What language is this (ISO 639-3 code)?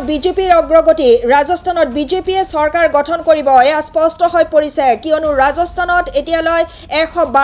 asm